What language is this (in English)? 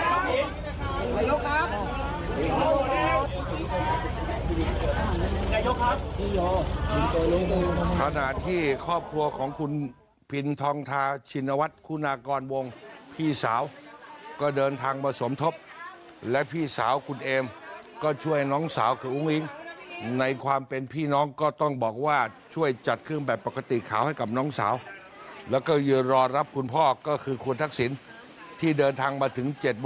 Thai